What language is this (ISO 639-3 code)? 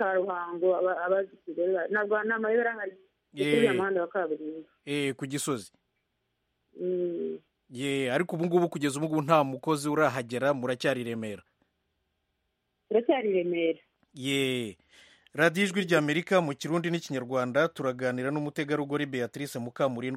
kin